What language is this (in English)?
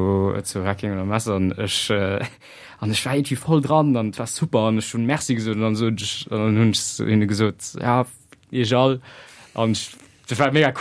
Luxembourgish